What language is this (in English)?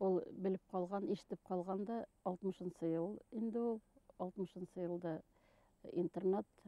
Bashkir